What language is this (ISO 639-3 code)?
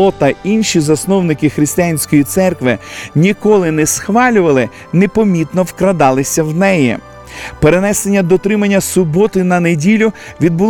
ukr